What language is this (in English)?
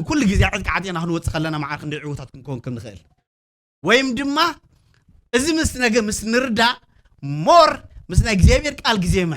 Tigrinya